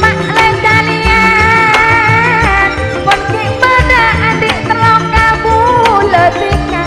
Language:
Madurese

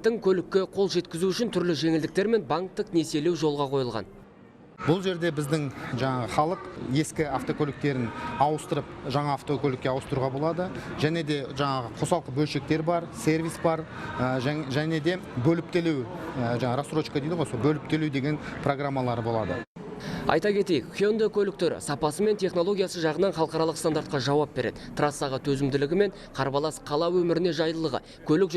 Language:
Kazakh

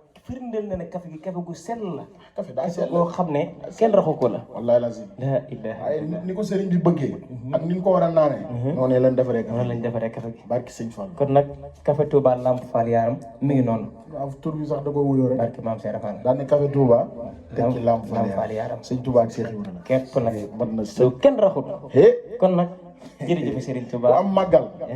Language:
Wolof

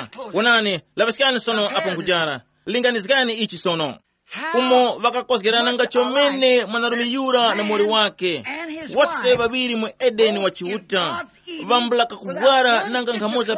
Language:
Tumbuka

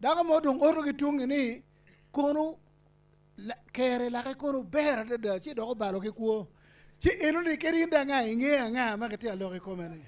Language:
Acoli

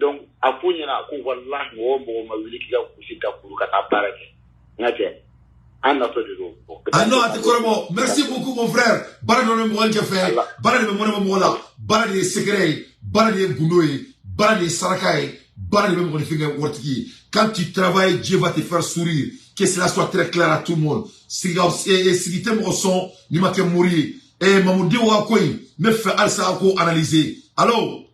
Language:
Bambara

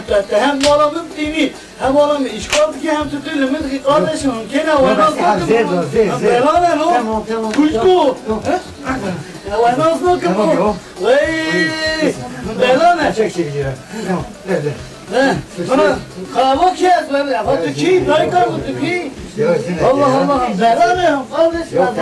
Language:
Kurdish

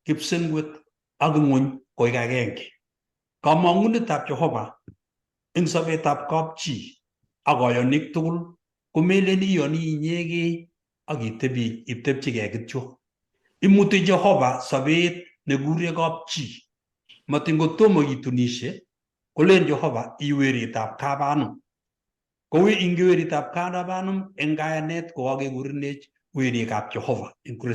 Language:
Kalenjin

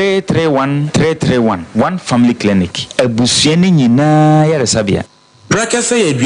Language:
Akan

